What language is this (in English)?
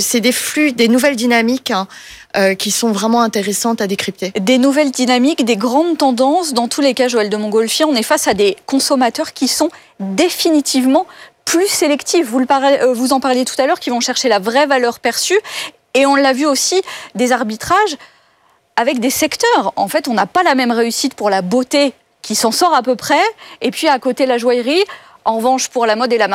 French